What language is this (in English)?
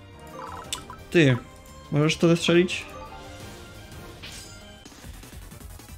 Polish